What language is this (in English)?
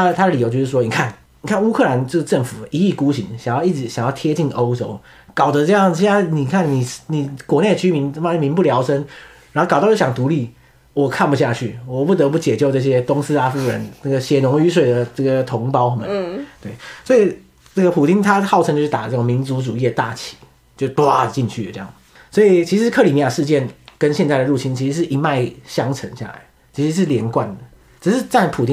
Chinese